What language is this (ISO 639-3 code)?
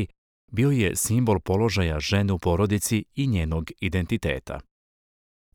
srp